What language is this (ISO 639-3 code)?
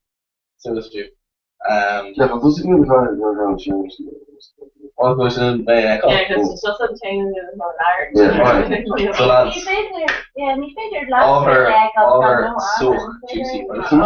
gle